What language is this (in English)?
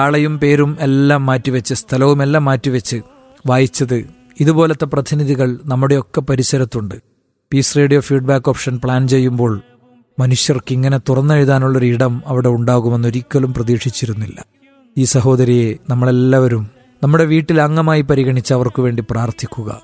Malayalam